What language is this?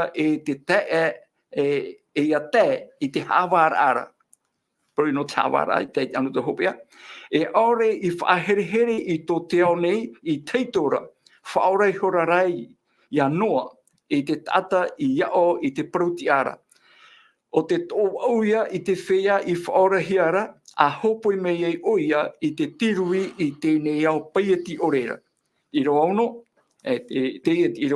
Tahitian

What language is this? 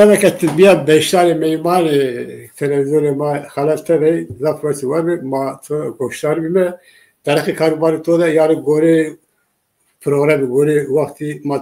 Zaza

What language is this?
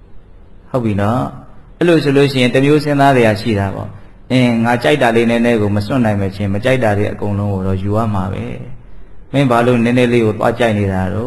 Burmese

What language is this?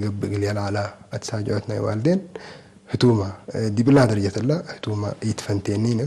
Tigre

